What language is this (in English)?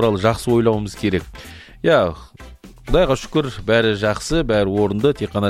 Kazakh